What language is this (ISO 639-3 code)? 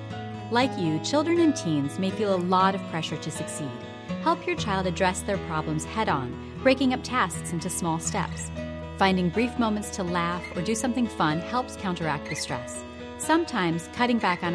eng